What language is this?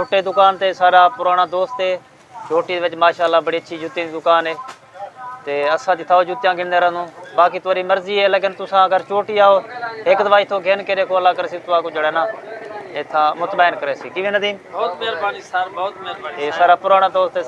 Saraiki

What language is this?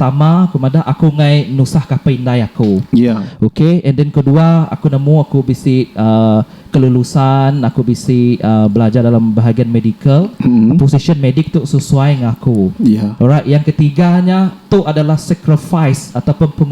Iban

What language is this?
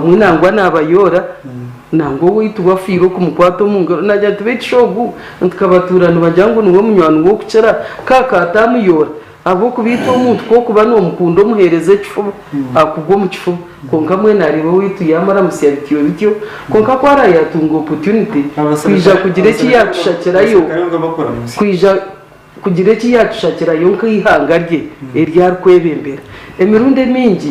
Nyankole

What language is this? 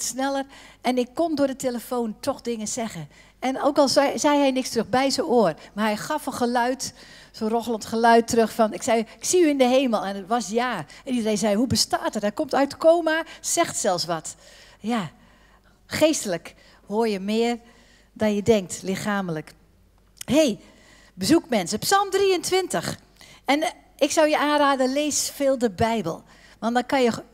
Dutch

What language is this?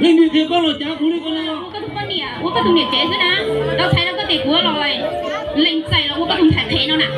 Hmong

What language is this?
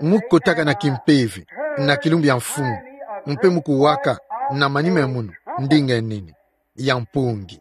Kituba (Democratic Republic of Congo)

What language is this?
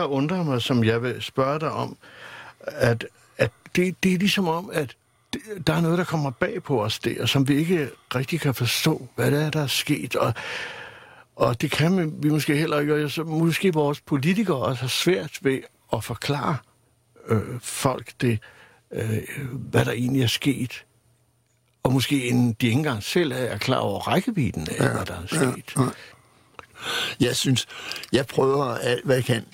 Danish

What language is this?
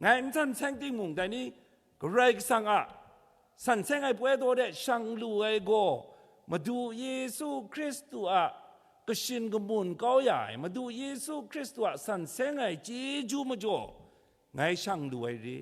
Kachin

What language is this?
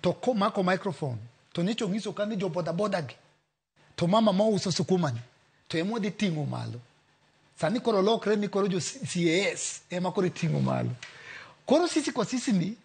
Luo (Kenya and Tanzania)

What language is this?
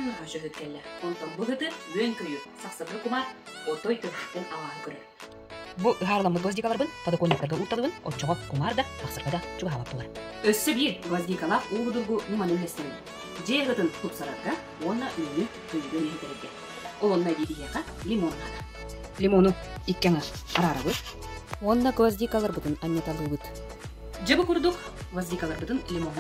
Yakut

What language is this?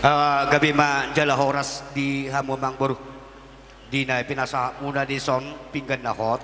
Batak Toba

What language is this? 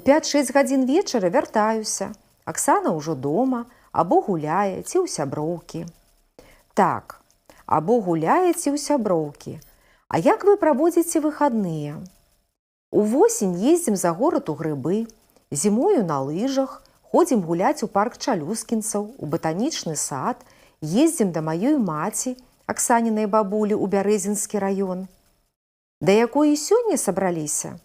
Belarusian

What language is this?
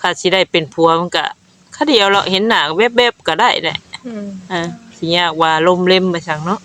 Northeastern Thai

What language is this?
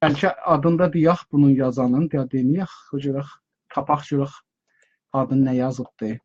South Azerbaijani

